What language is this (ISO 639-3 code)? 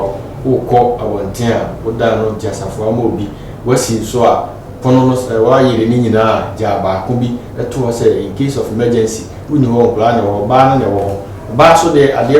aka